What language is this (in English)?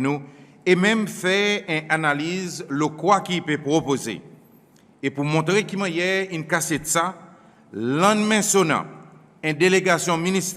Seselwa Creole French